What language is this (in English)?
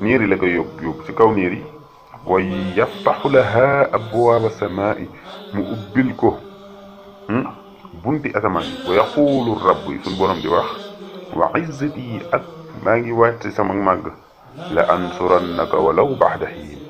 Wolof